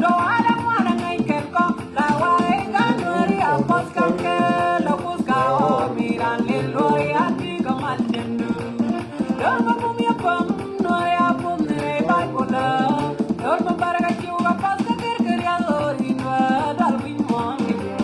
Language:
Nuer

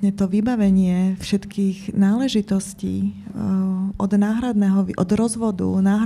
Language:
Slovak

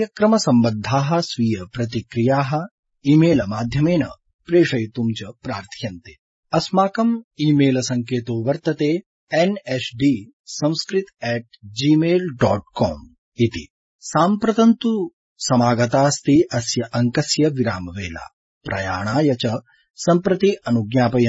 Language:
Sanskrit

